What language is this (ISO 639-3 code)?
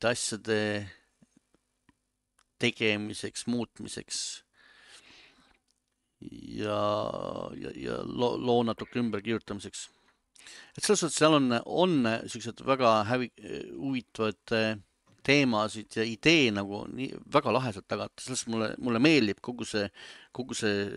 est